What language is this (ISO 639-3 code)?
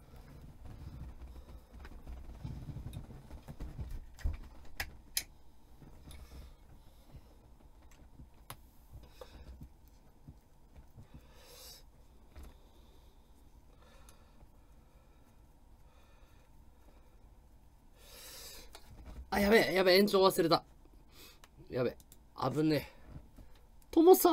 jpn